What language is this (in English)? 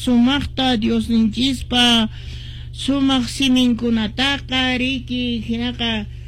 Quechua